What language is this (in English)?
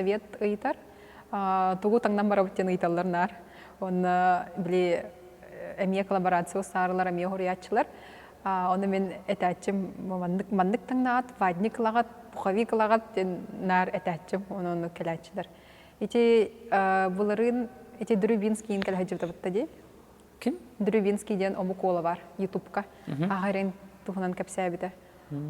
Yakut